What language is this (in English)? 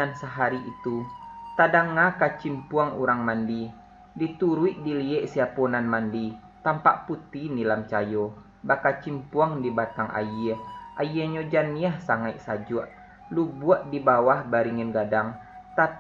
Minangkabau